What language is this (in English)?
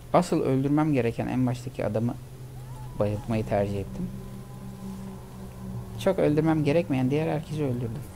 Turkish